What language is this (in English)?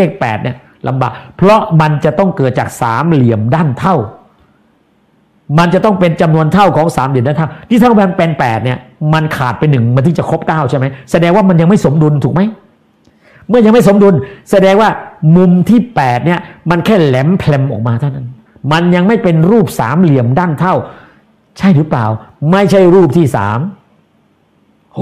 Thai